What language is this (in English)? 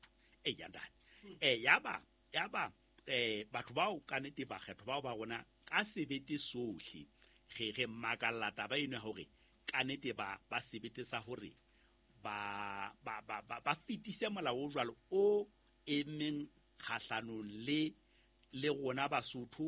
Southern Sotho